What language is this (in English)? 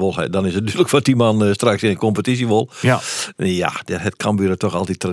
Western Frisian